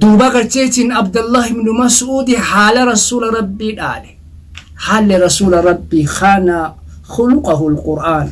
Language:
Oromo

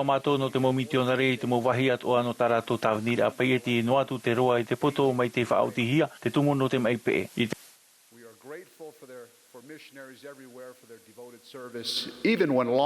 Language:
Tahitian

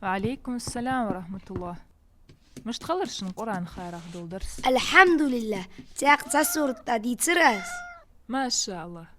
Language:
Ingush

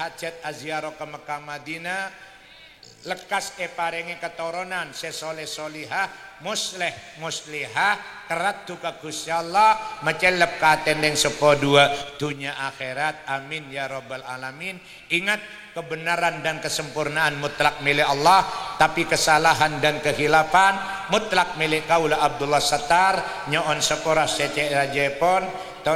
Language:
Madurese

